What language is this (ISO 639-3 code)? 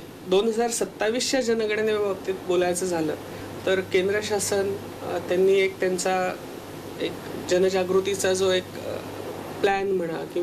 mar